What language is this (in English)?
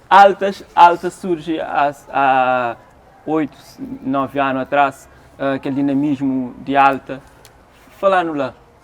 Kabuverdianu